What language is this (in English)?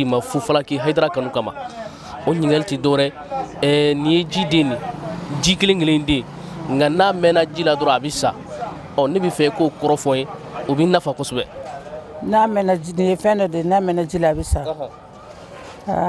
Bambara